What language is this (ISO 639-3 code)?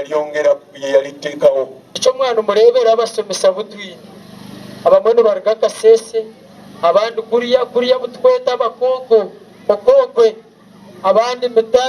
nyn